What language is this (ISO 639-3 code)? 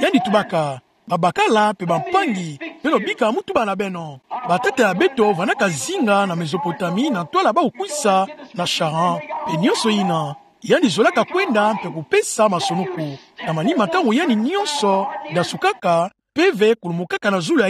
ktu